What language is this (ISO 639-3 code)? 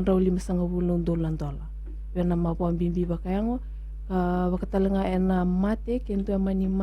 fij